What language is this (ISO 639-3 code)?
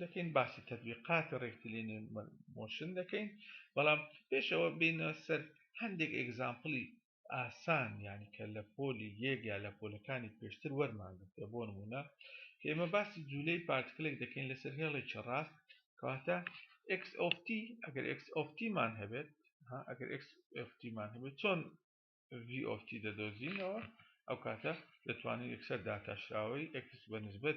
ckb